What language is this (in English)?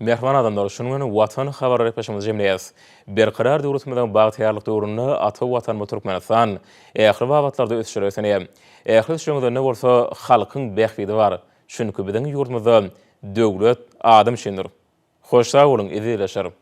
Turkmen